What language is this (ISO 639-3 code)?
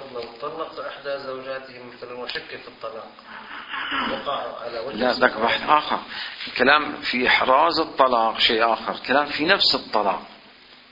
ara